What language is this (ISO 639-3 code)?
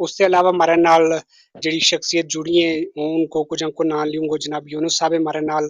gju